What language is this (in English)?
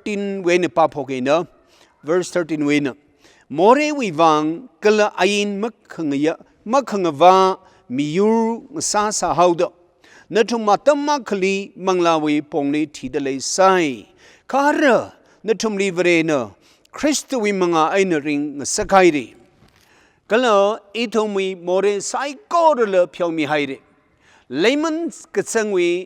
Tangkhul Naga (India)